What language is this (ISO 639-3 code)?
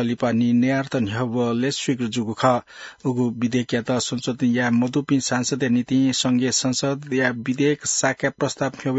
new